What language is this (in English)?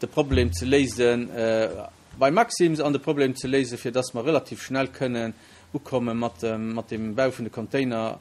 Luxembourgish